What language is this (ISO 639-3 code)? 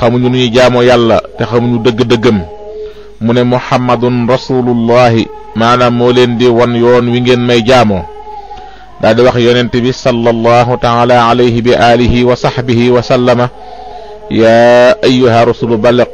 wol